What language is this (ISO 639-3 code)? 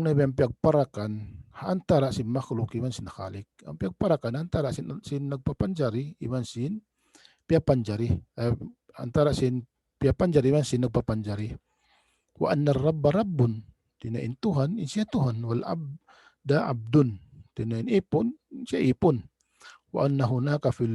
tsg